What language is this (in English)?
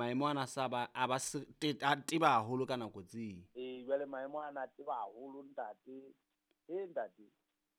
Southern Sotho